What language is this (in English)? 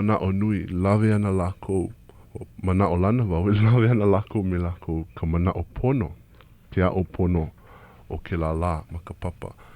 Hawaiian